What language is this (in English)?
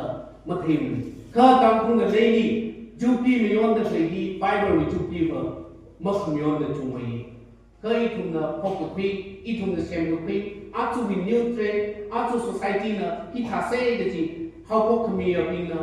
Tangkhul Naga (India)